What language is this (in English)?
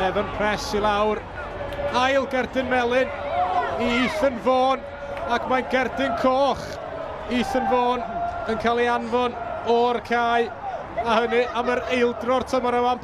Welsh